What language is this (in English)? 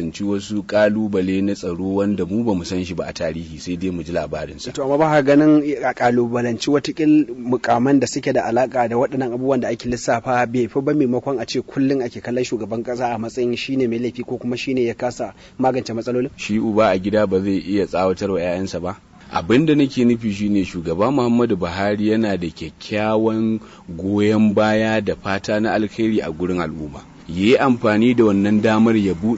Hausa